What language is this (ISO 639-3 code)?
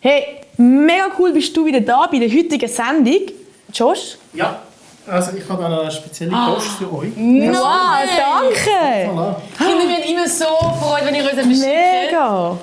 gsw